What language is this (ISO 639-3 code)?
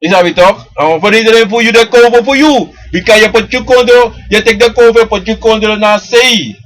srn